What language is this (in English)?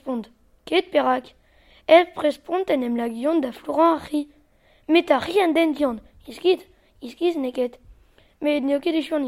Breton